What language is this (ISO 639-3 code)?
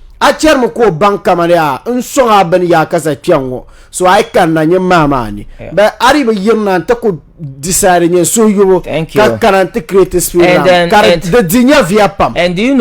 dag